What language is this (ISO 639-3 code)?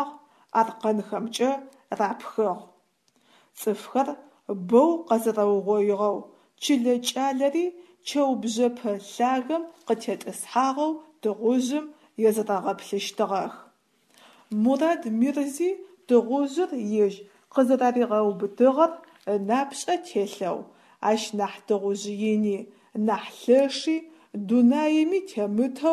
ady